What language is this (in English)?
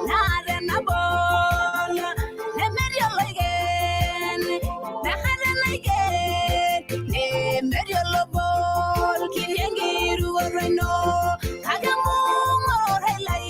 Masai